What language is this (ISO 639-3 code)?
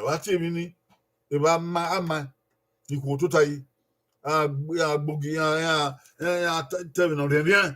bin